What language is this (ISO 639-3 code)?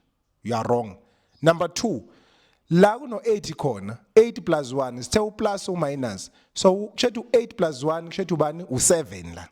zul